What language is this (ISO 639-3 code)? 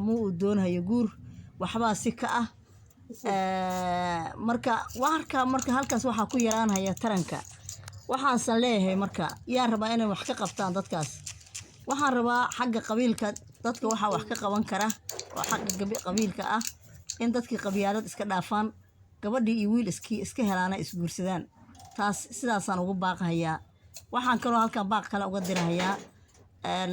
som